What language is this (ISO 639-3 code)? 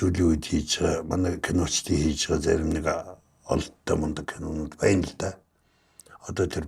mon